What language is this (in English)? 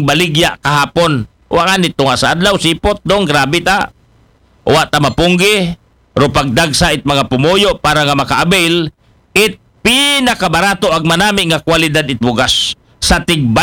Aklanon